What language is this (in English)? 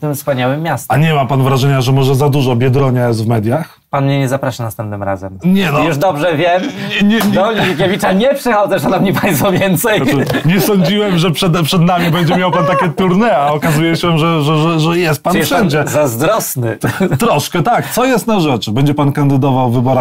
Polish